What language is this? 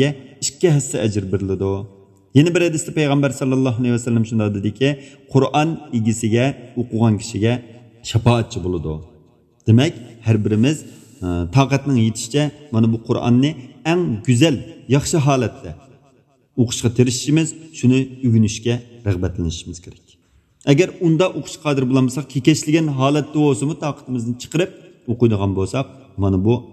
Uyghur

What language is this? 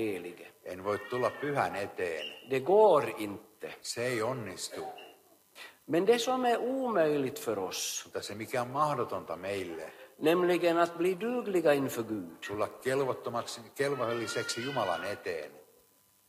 Swedish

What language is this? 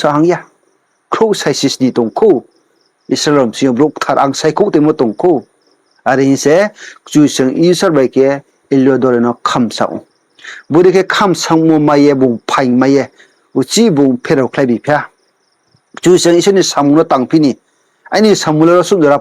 Riang (India)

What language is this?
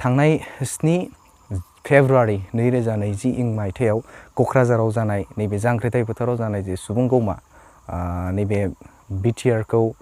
Bodo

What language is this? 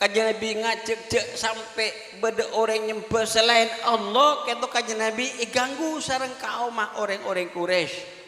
Madurese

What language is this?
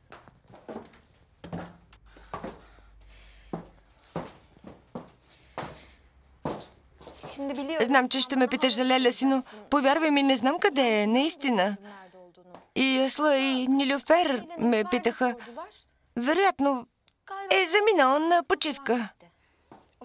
Bulgarian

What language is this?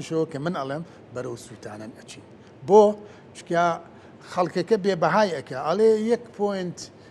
Central Kurdish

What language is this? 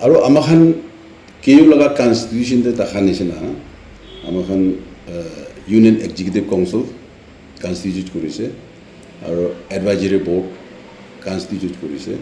Naga Pidgin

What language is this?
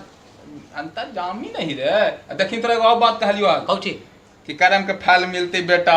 Magahi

